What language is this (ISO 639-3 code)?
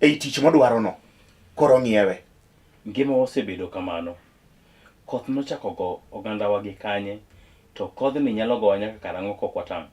luo